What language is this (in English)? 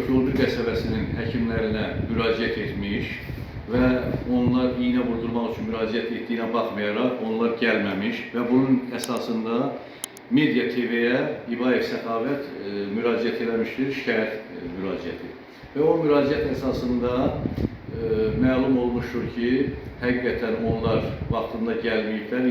Azerbaijani